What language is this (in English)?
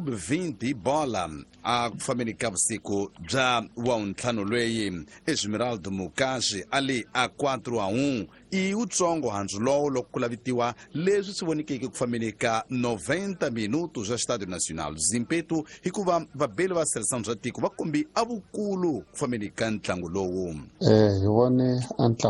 Tsonga